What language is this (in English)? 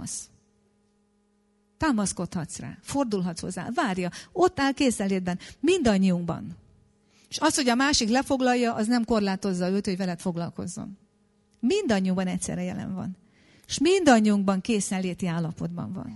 Hungarian